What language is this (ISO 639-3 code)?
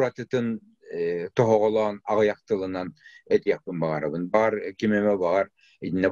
sah